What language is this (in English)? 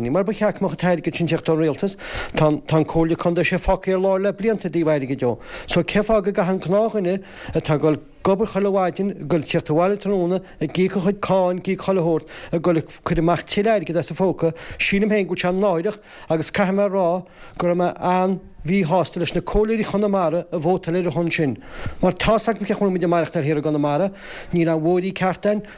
Irish